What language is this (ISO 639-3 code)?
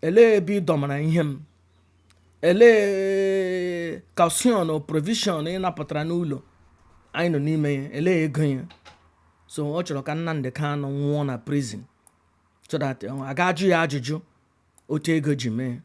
ibo